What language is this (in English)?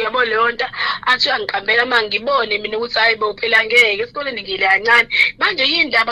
Zulu